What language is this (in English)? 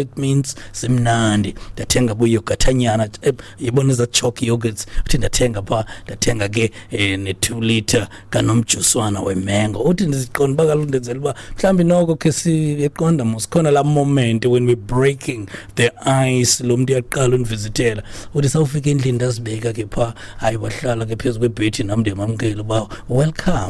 Xhosa